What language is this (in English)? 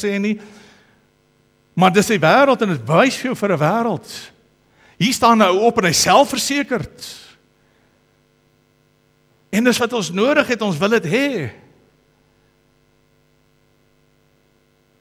Afrikaans